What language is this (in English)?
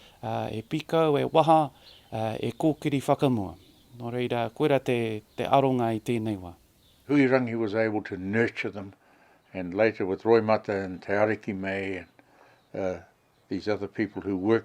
Māori